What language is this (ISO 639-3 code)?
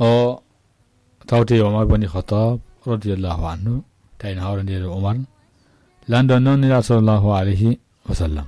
ful